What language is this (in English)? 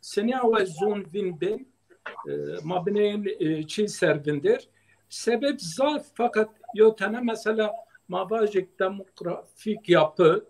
Zaza